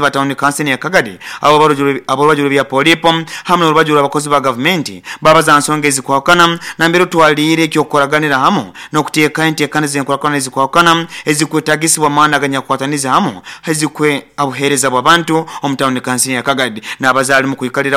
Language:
Nyankole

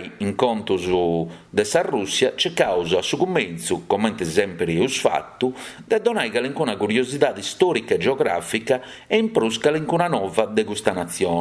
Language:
Sardinian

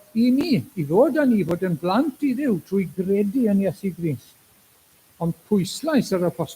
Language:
Welsh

